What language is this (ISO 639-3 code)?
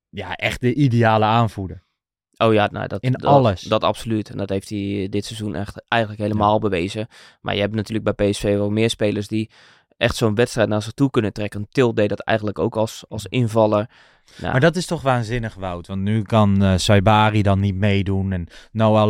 nld